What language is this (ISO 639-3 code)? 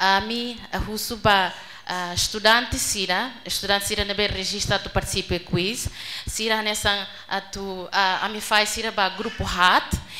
tet